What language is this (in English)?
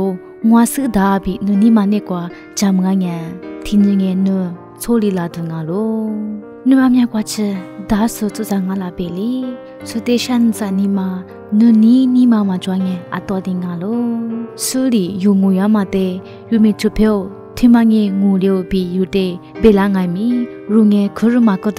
Lisu